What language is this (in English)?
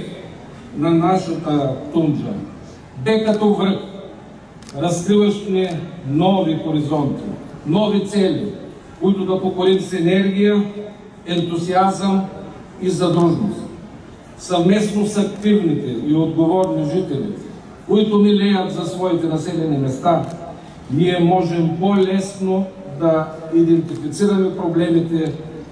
Bulgarian